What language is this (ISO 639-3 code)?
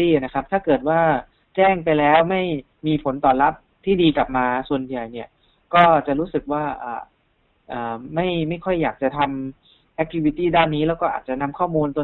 tha